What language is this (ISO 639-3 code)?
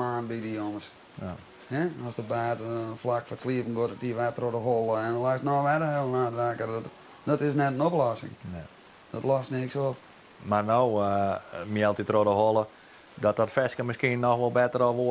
fry